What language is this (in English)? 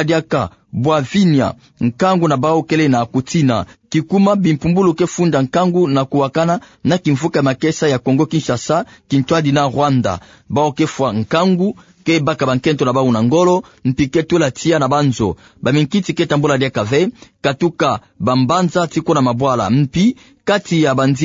Kituba (Democratic Republic of Congo)